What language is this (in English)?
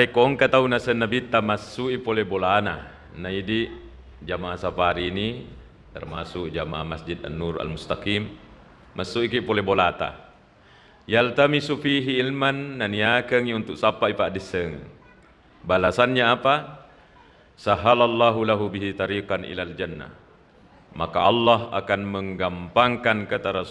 Buginese